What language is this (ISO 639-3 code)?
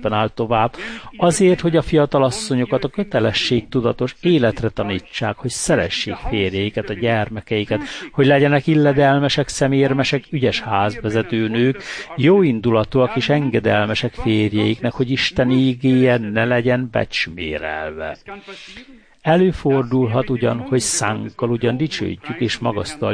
hun